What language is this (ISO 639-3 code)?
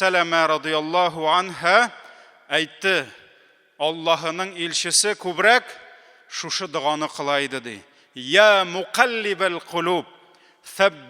tat